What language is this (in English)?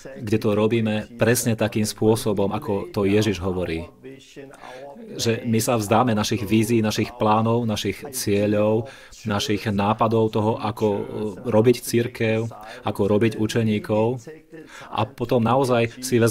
Slovak